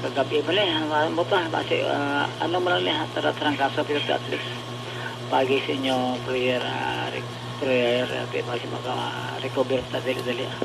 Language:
Hiligaynon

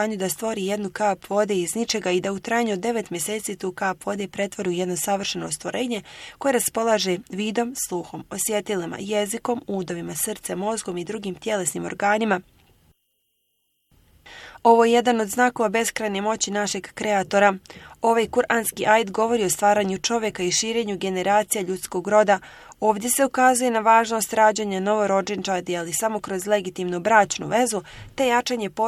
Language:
Bosnian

